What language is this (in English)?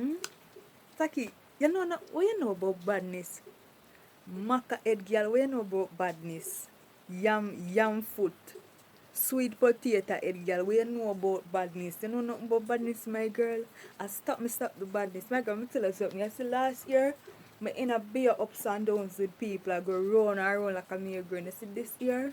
Jamaican Creole English